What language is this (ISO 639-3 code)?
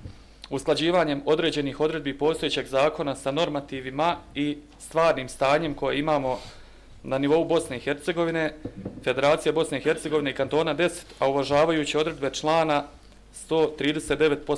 bos